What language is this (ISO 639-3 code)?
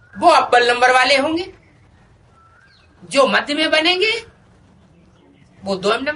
hin